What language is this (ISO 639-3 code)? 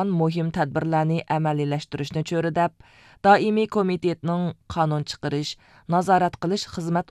uig